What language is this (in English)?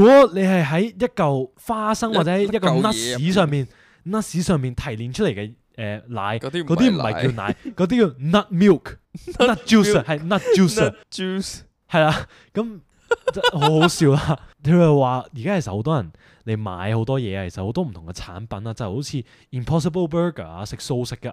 Cantonese